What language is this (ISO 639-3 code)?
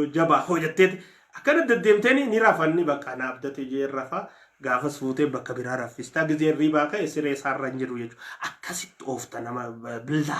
orm